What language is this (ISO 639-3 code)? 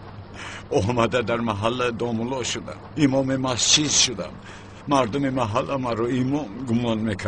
tgk